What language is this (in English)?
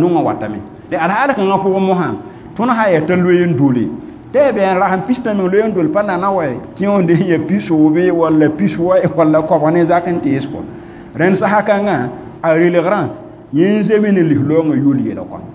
Mossi